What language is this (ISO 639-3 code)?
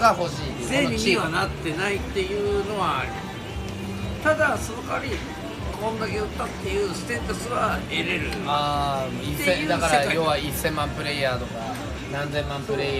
jpn